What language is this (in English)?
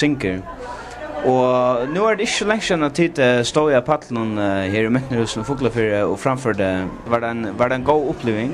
Faroese